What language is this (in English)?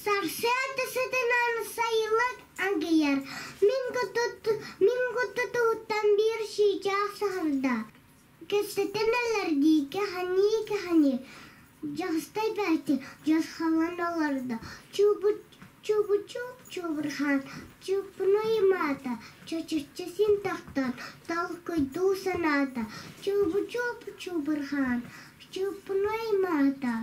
Yakut